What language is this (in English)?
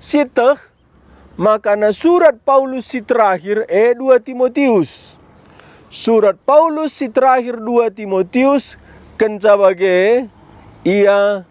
Batak Karo